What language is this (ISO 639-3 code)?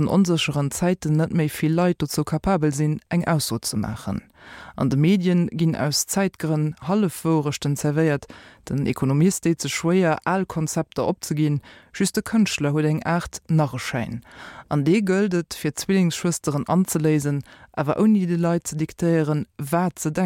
ltz